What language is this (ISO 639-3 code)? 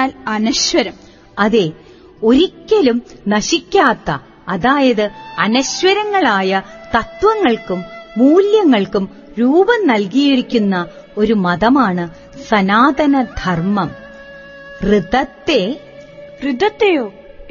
mal